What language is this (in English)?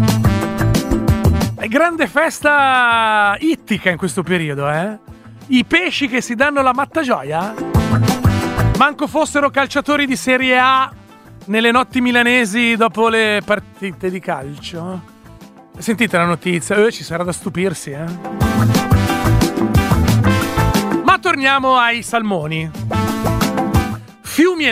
Italian